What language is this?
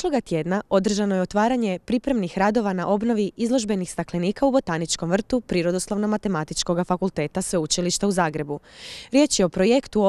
Croatian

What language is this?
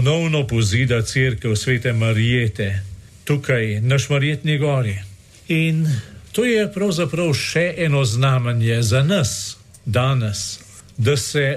Slovenian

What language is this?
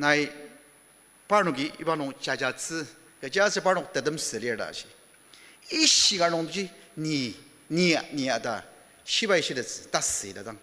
Ao Naga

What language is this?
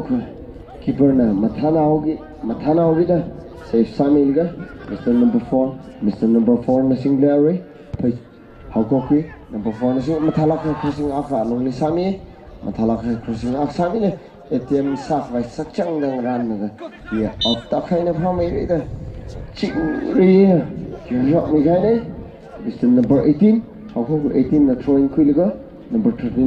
Tangkhul Naga (India)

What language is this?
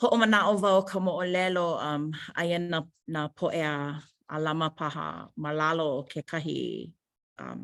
Hawaiian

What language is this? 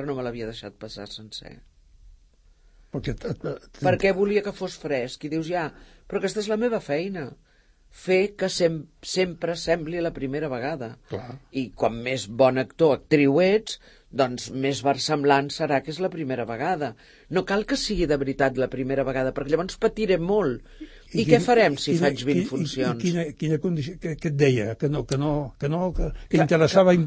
Catalan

